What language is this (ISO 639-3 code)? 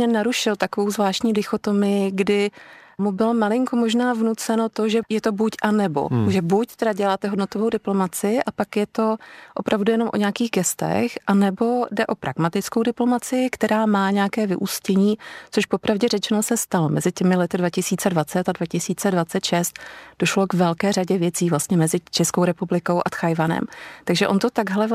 ces